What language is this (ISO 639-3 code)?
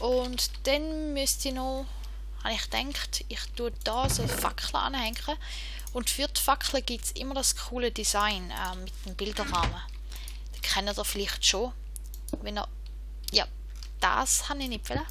gsw